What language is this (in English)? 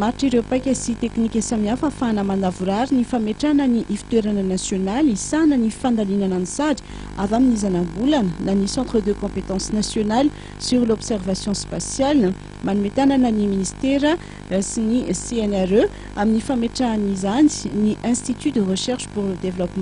Malagasy